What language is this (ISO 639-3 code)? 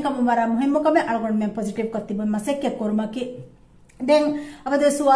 div